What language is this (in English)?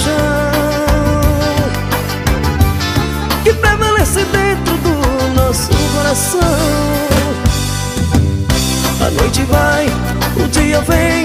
Portuguese